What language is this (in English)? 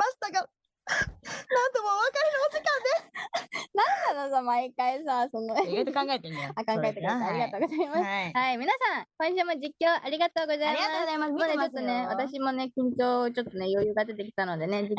Japanese